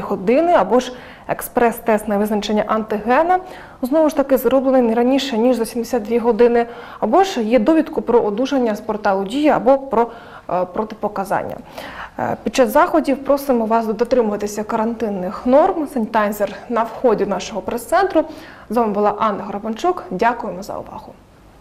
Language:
Ukrainian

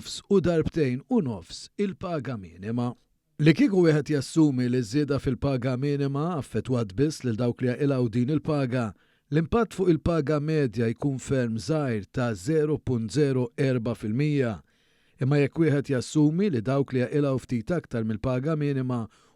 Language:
Maltese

